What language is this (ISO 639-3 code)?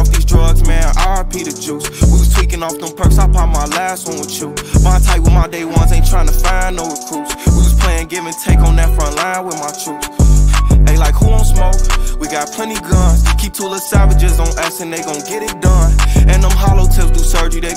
eng